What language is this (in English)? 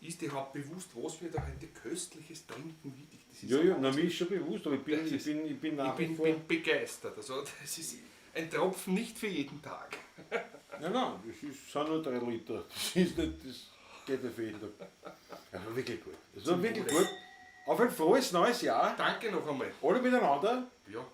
Bavarian